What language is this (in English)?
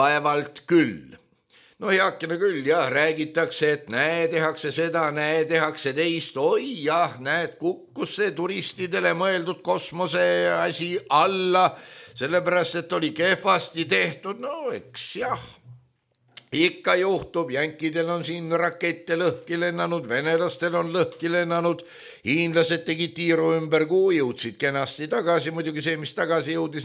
Estonian